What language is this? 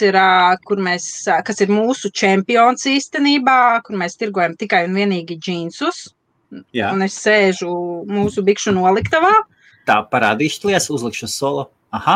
Latvian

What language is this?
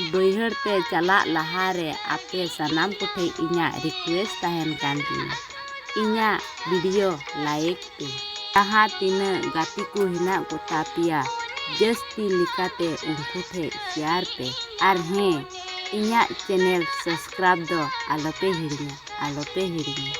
Santali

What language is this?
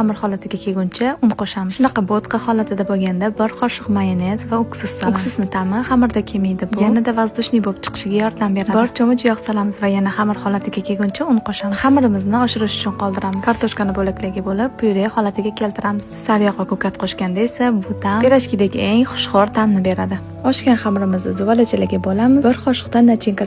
Uzbek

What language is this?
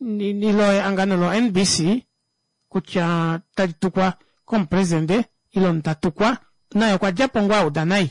Kuanyama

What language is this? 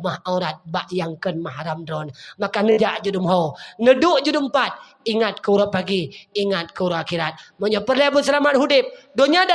Achinese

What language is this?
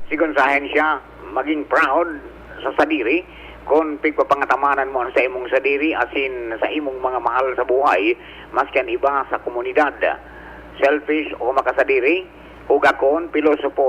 Bikol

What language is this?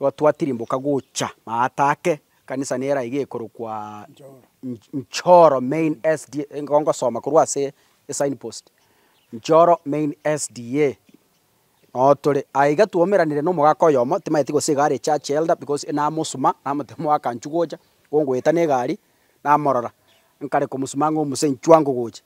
Gusii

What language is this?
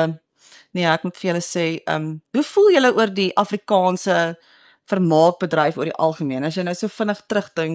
Afrikaans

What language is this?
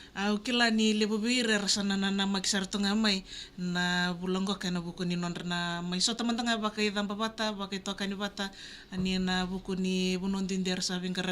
Fijian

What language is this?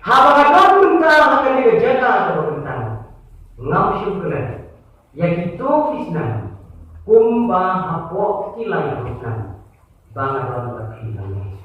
Khasi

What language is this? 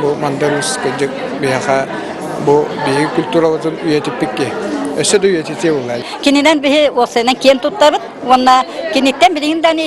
Yakut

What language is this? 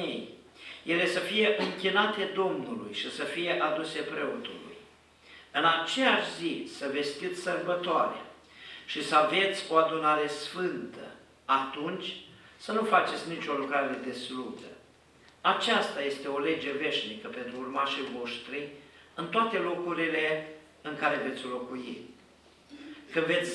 Romanian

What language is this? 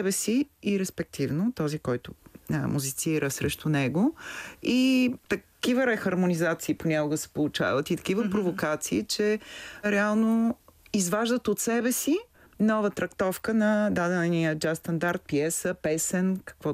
Bulgarian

